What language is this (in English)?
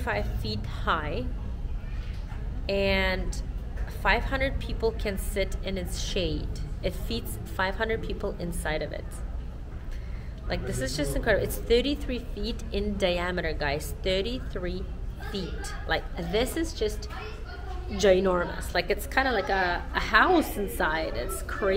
English